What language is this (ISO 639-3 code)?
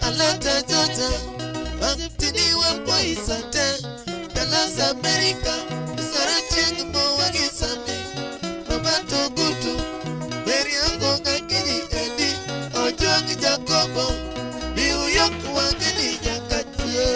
luo